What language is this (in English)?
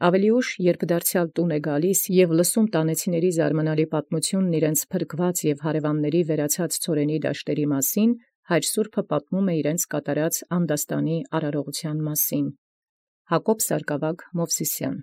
Armenian